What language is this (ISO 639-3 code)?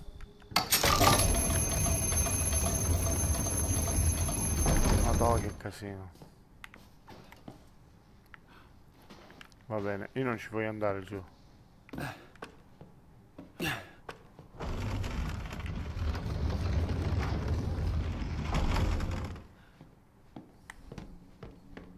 ita